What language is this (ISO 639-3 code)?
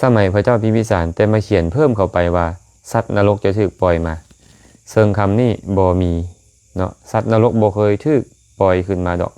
lao